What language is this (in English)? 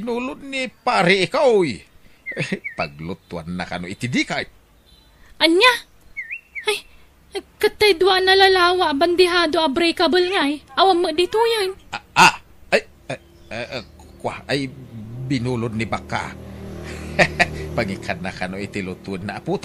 Iloko